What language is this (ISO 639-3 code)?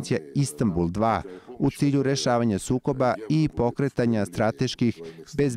srp